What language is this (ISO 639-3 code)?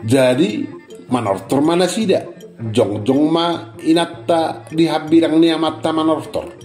bbc